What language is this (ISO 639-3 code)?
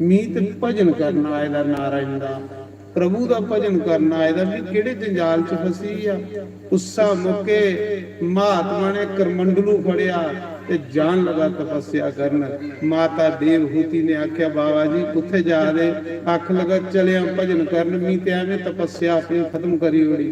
doi